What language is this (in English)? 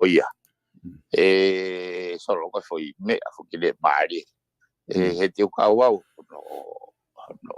Tongan